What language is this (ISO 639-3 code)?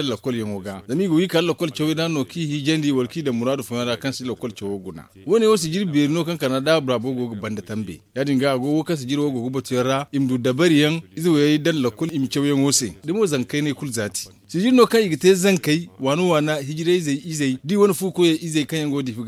dje